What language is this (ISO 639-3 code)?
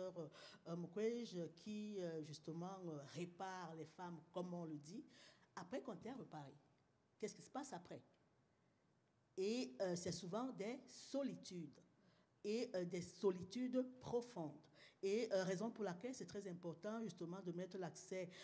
fra